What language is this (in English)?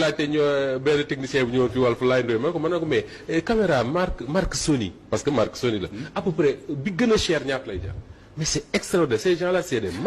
Wolof